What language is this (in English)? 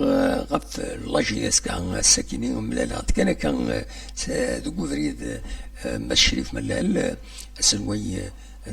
Kabyle